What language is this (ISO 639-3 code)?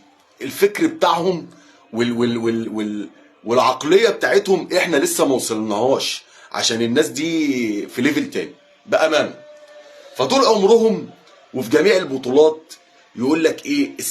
arz